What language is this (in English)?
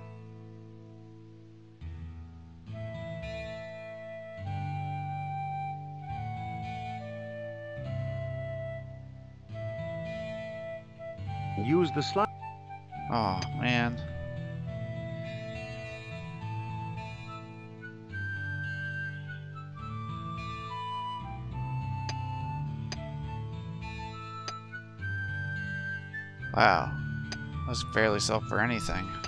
English